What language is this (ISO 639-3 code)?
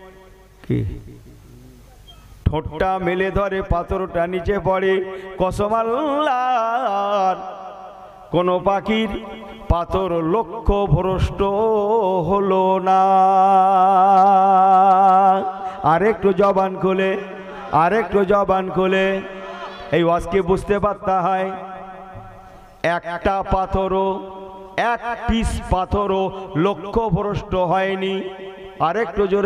ben